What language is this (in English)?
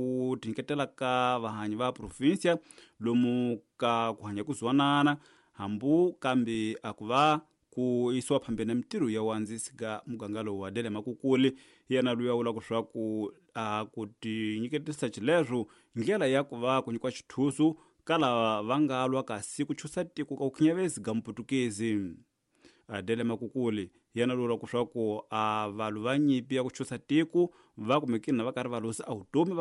Tsonga